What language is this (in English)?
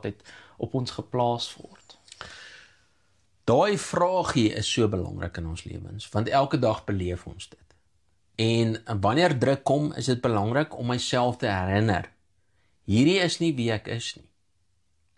Afrikaans